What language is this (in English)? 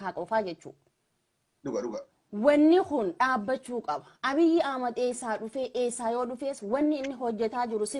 Oromo